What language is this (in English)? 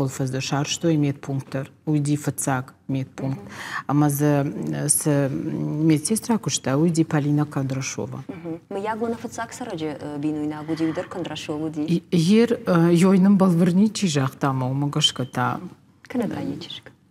Ossetic